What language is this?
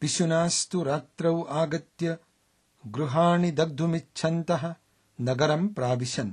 Sanskrit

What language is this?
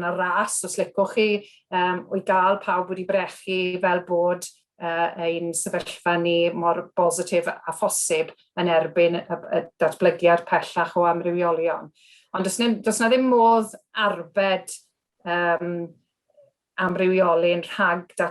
Welsh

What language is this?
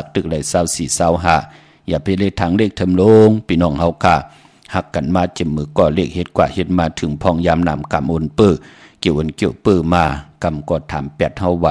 Shan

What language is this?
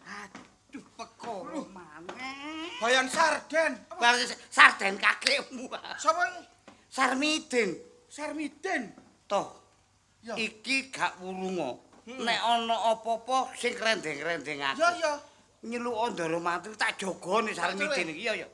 Javanese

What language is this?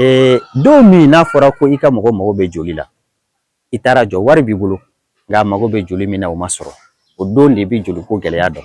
Bambara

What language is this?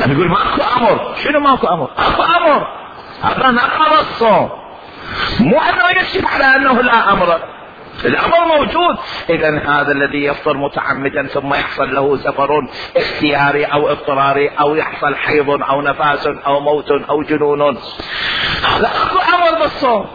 Mesopotamian Arabic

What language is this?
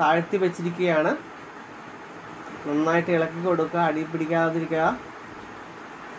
Malayalam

